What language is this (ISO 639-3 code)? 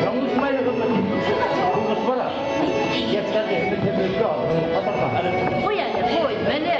bak